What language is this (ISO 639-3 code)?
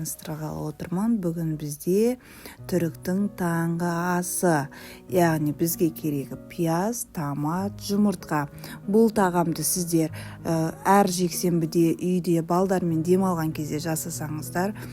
kaz